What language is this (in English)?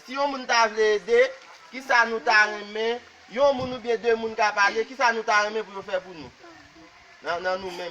Haitian Creole